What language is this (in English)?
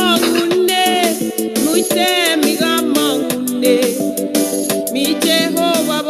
Kalenjin